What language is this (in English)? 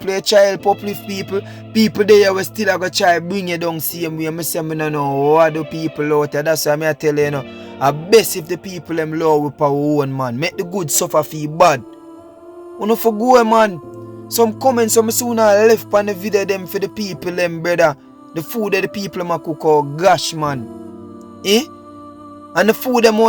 Jamaican Creole English